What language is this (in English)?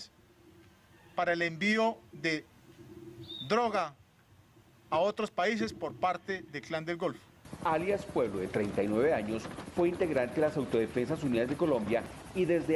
Spanish